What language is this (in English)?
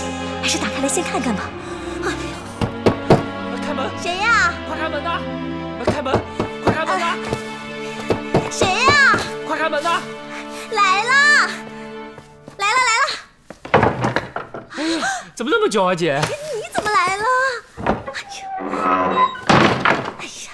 Chinese